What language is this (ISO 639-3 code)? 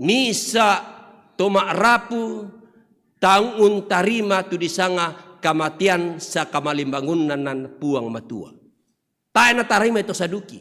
sda